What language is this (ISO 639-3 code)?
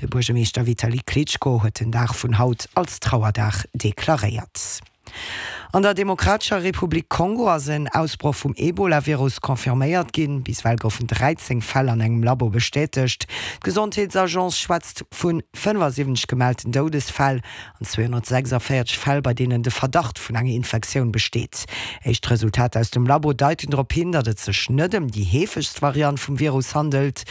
ltz